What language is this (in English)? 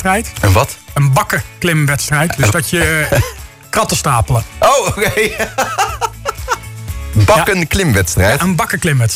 Dutch